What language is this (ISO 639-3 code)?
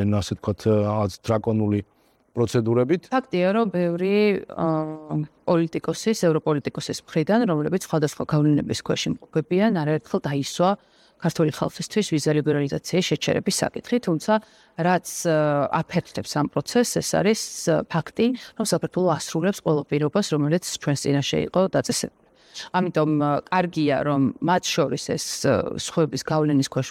kat